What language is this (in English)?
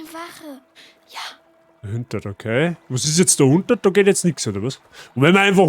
Bavarian